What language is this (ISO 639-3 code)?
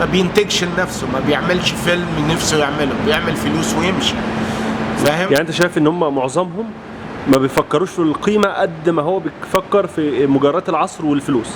arz